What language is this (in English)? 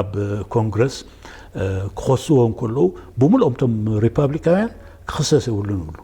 Tigrinya